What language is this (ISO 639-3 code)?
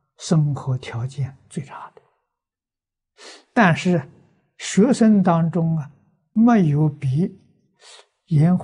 zho